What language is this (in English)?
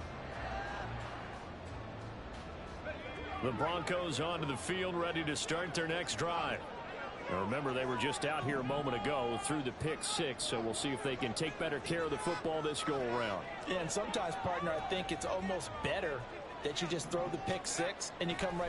English